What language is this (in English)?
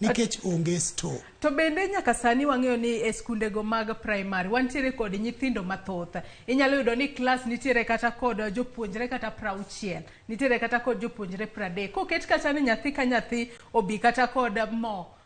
Luo (Kenya and Tanzania)